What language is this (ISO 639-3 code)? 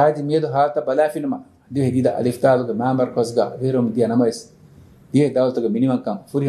div